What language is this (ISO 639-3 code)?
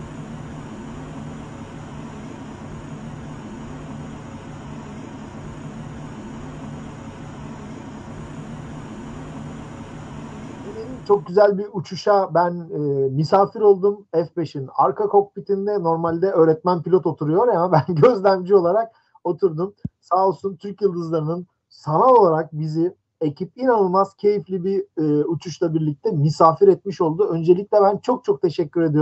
tur